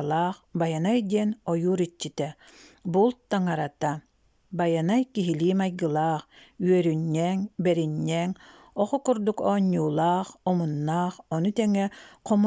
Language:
Yakut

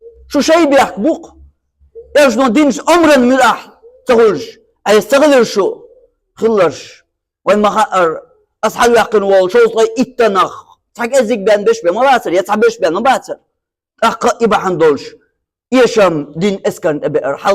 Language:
Chechen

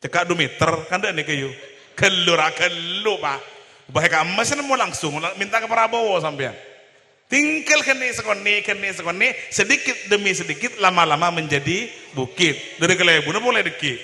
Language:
Madurese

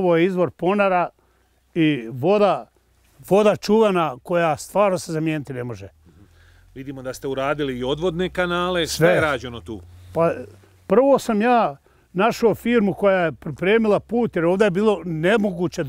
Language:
Bosnian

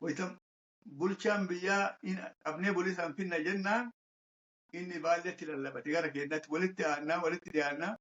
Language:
Oromo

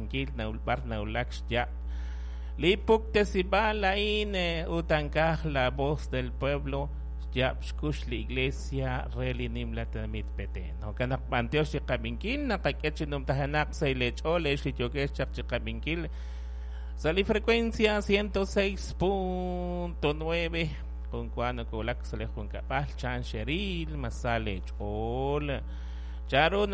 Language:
Kekchí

